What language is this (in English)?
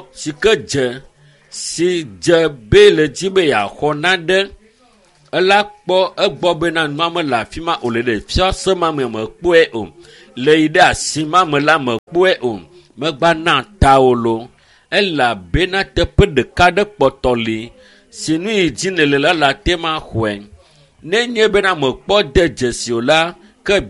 Ewe